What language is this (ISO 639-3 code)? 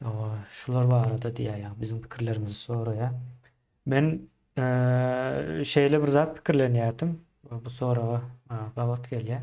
tuk